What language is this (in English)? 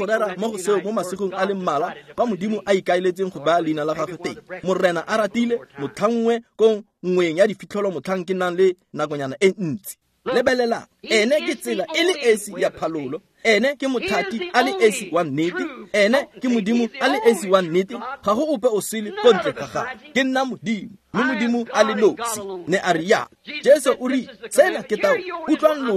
Tswana